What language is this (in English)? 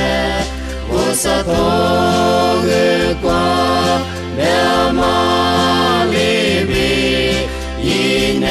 Lisu